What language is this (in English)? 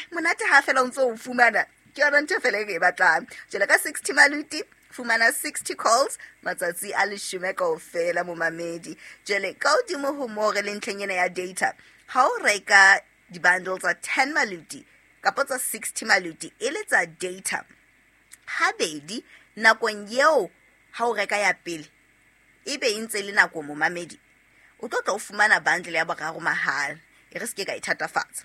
Southern Sotho